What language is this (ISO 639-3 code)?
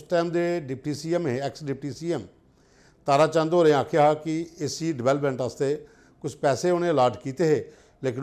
doi